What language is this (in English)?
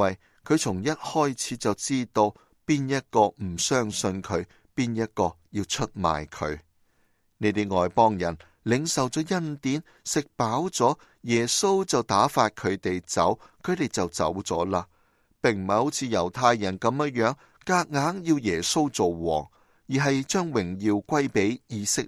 Cantonese